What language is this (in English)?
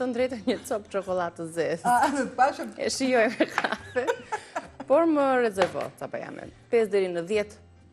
Albanian